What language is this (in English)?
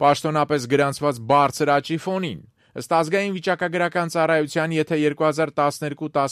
Armenian